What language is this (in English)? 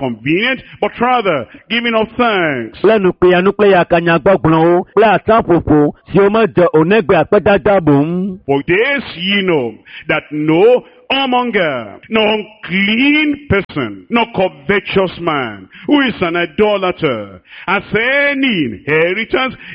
Ewe